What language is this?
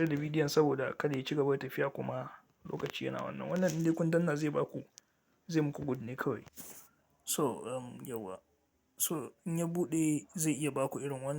Hausa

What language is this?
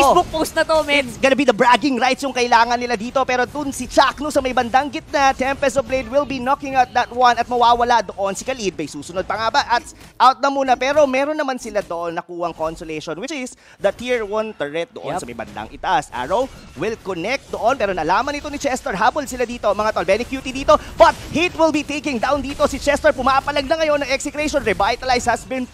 Filipino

